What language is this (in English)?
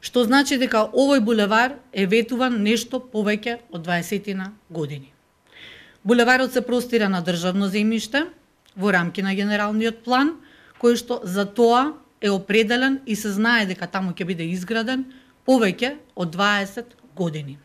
Macedonian